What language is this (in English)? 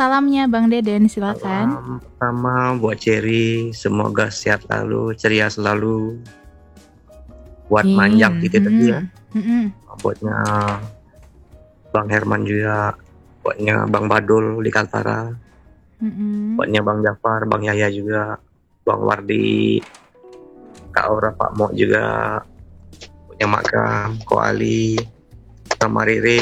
Indonesian